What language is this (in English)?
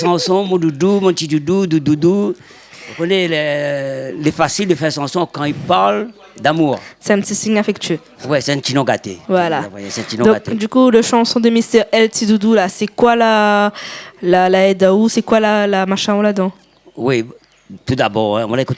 Réunion Creole French